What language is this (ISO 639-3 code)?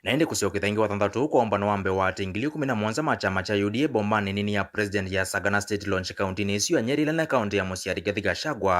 kam